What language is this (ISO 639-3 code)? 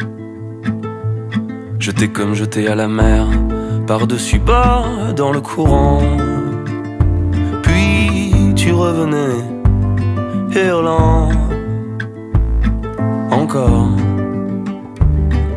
fra